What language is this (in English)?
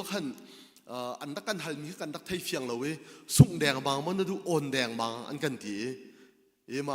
Hakha Chin